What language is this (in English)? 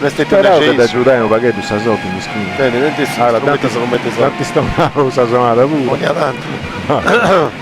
Sardinian